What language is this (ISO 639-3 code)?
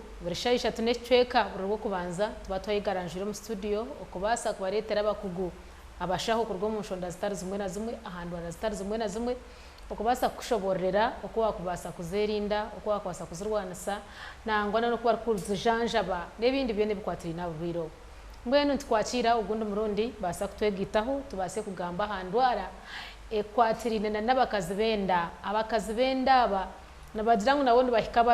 nyn